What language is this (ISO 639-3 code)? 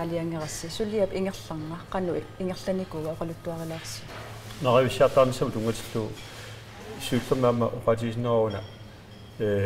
kal